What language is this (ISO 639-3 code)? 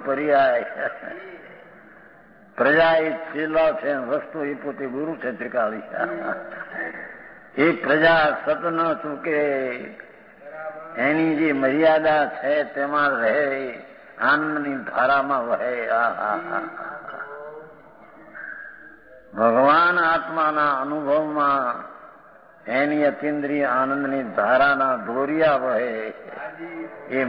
guj